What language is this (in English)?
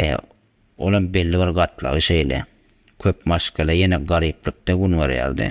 Turkmen